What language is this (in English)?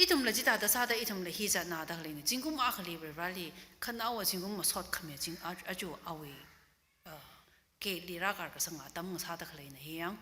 Tangkhul Naga (India)